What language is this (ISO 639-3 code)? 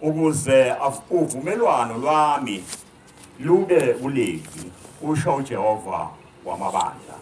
zul